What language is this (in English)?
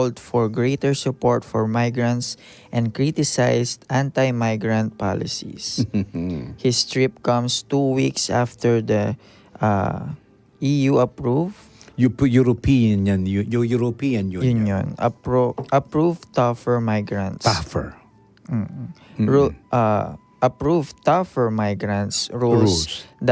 Pampanga